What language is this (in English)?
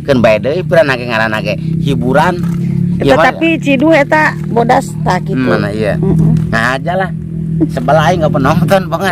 Sundanese